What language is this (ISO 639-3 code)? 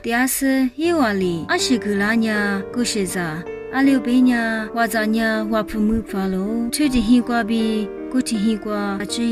lis